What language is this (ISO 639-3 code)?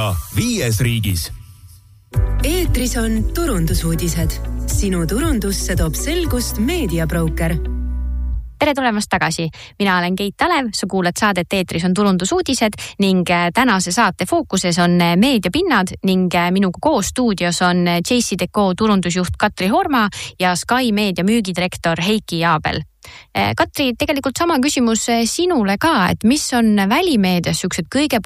est